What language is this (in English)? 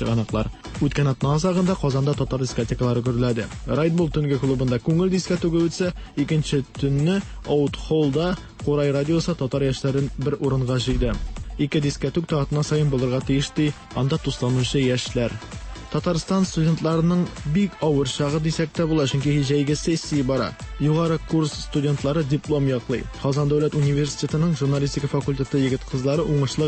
Tatar